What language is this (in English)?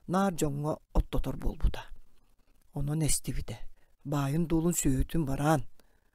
Yakut